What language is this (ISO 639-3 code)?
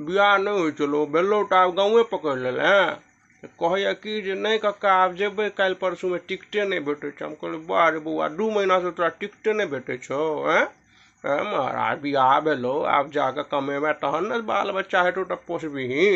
mai